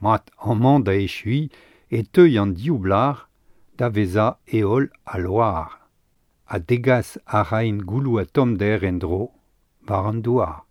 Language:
Breton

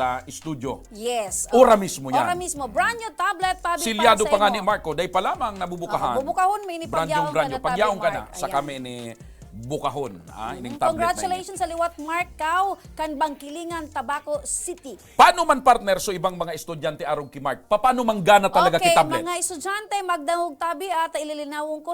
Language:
Bikol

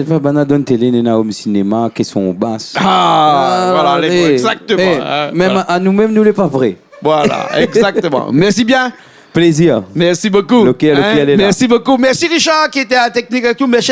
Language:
Réunion Creole French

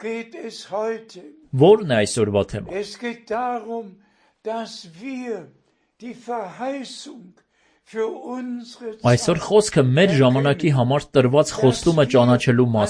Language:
Armenian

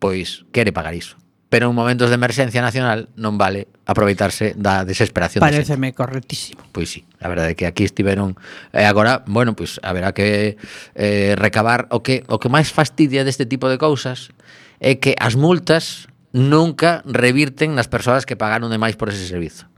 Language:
Galician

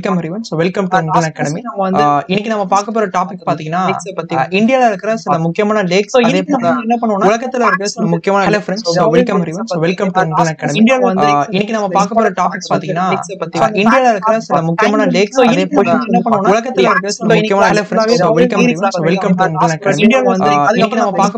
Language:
Tamil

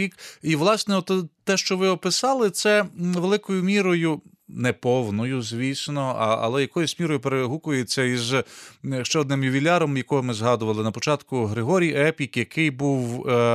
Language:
Ukrainian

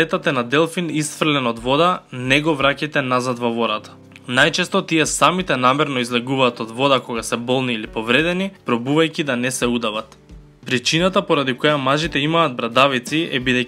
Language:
Macedonian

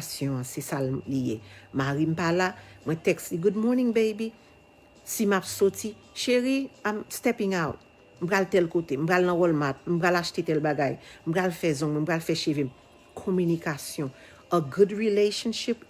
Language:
Haitian Creole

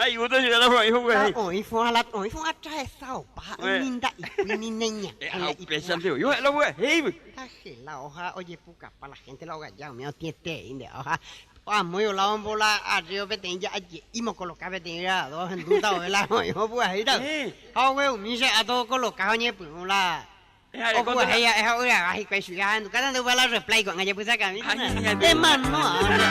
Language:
Guarani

